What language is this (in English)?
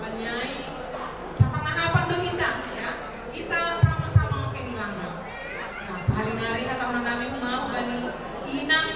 Batak Simalungun